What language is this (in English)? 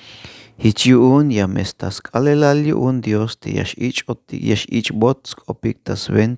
Tzeltal